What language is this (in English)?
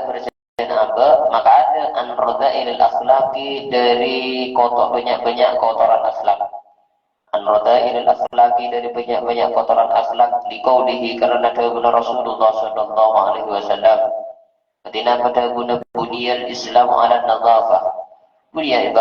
Madurese